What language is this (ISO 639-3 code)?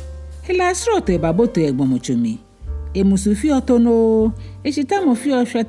gaa